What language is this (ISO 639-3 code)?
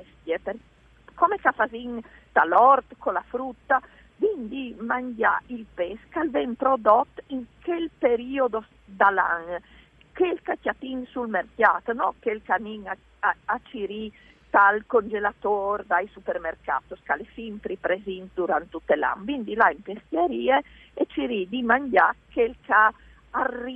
fur